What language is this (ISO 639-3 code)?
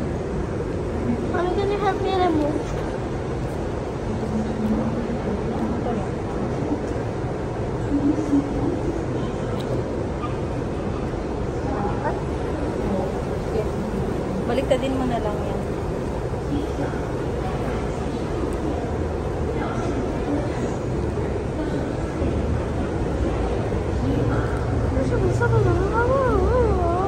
fil